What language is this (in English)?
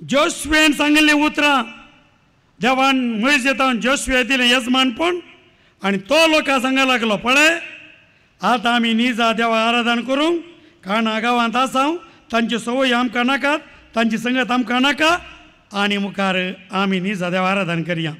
Konkani